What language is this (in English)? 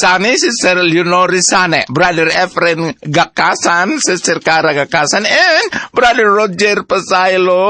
Cebuano